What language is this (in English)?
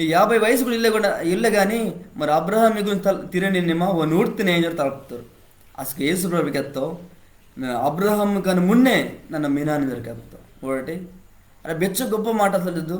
Koya